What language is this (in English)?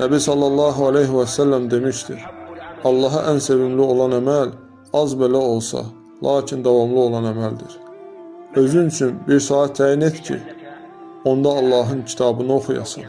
Azerbaijani